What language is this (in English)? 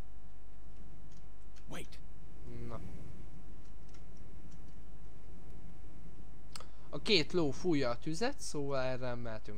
Hungarian